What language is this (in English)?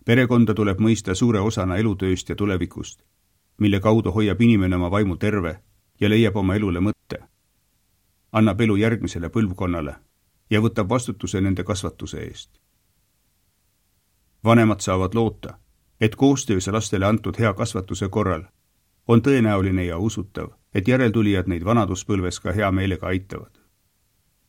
Estonian